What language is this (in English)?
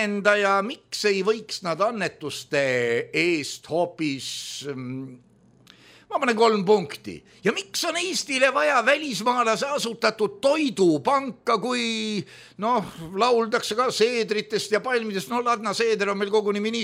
Estonian